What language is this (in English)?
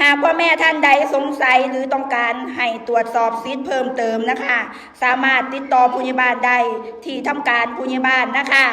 Lao